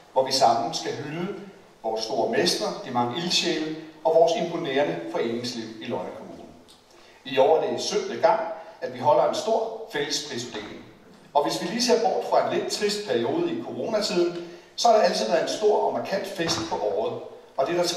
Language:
Danish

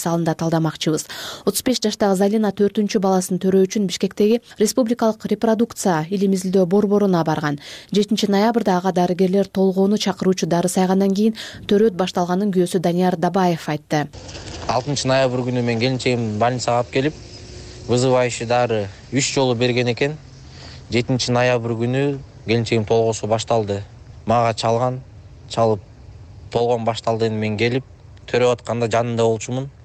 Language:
Kyrgyz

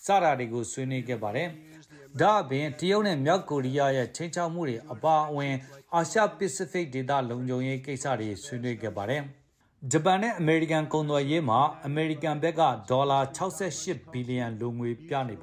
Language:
Burmese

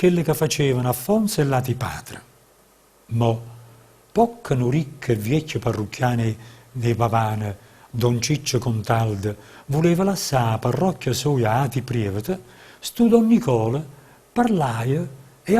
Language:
Neapolitan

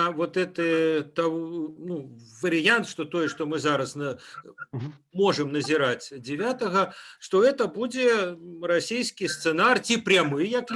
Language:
Belarusian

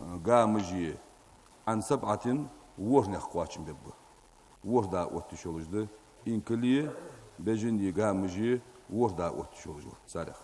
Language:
Ingush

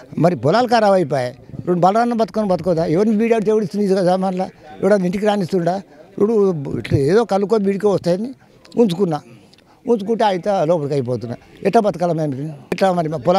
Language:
Telugu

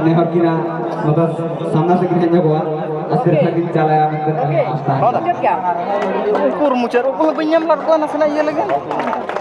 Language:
Santali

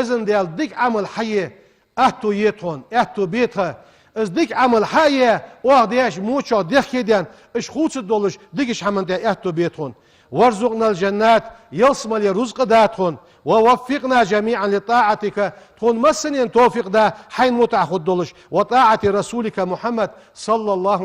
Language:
Ingush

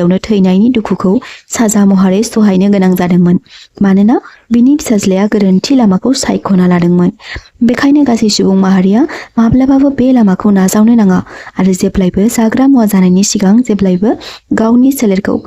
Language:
Bodo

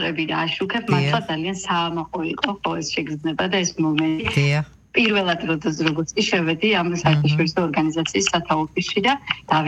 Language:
Georgian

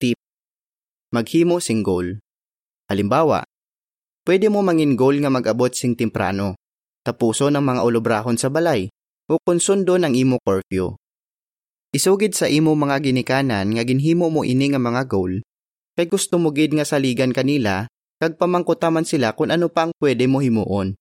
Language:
Hiligaynon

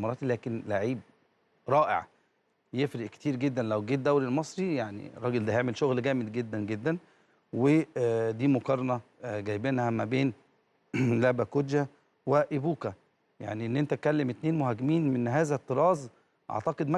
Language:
Egyptian Arabic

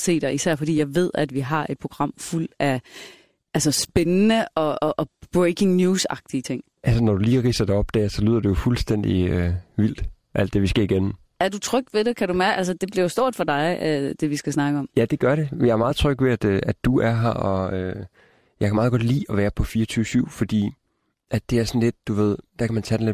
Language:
Danish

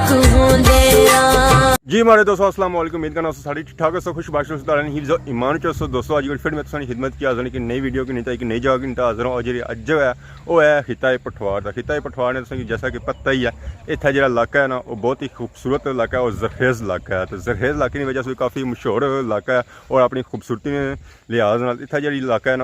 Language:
Pahari-Potwari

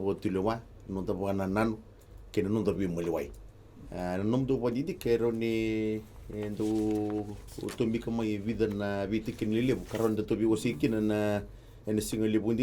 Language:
Fijian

